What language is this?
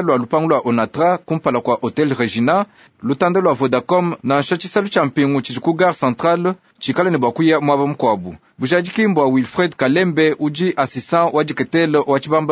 Luba-Lulua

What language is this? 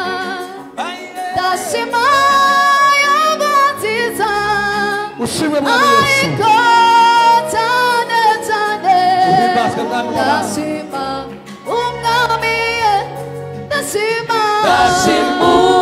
Kinyarwanda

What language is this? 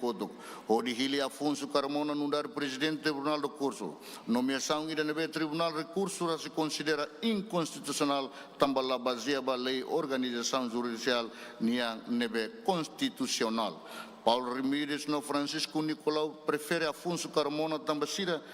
Tetum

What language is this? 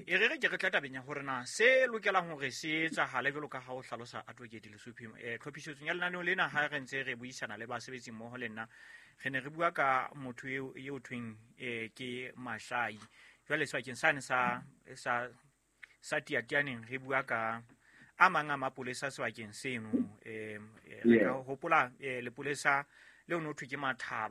Southern Sotho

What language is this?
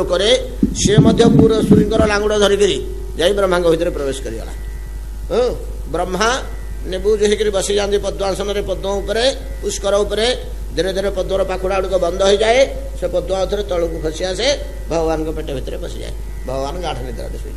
Odia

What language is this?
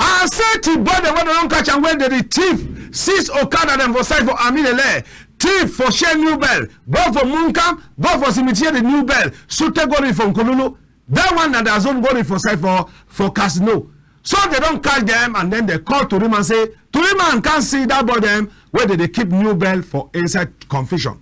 Cameroon Pidgin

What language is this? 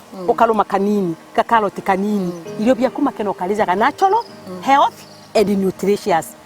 Meru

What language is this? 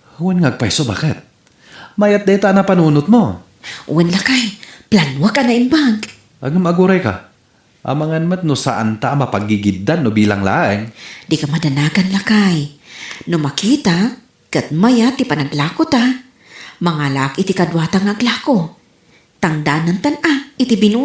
Iloko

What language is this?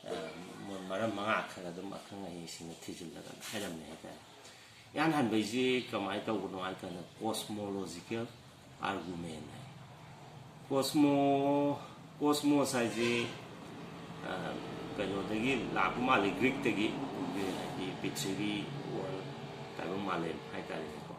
Manipuri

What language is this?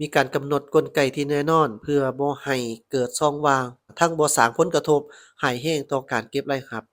Lao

